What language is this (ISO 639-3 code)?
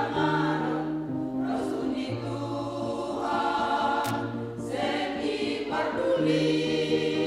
bts